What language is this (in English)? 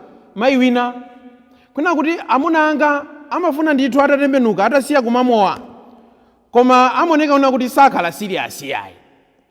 Nyanja